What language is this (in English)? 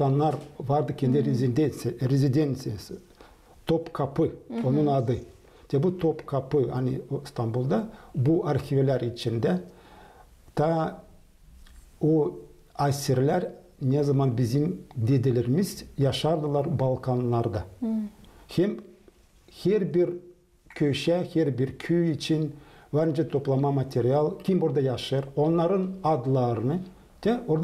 Gagauz